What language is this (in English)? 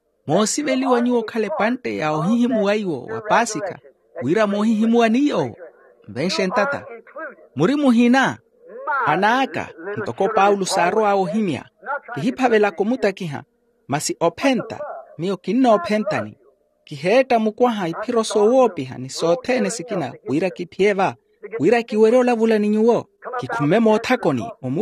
Makhuwa